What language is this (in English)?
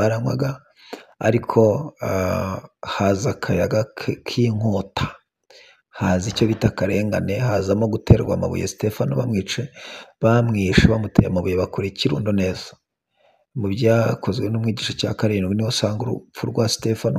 Kinyarwanda